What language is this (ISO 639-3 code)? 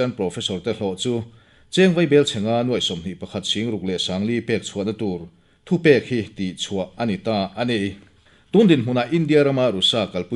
lus